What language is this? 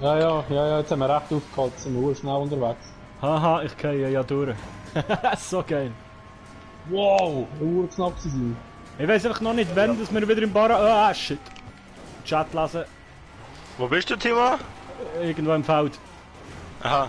Swiss German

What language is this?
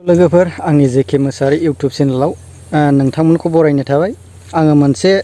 Bodo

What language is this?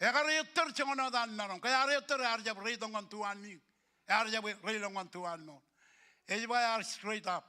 Marshallese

